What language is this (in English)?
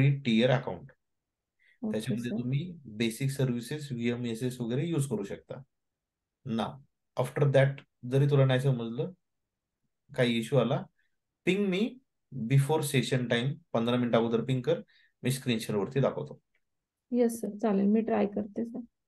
Marathi